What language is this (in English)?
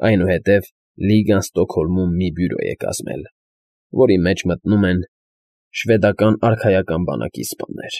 Armenian